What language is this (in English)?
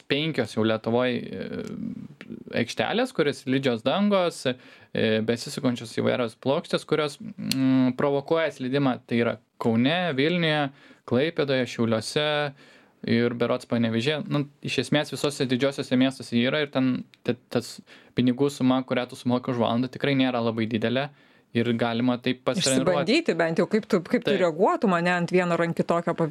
Lithuanian